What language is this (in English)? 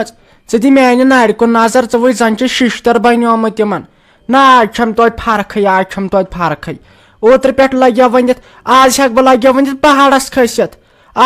Kashmiri